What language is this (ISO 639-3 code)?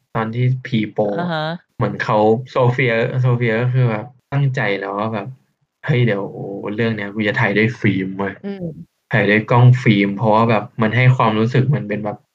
tha